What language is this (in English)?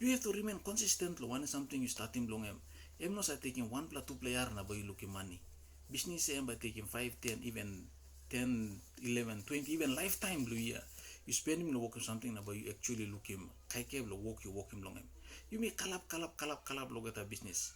Tok Pisin